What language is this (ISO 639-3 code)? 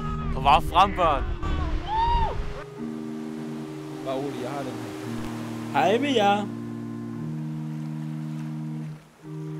dan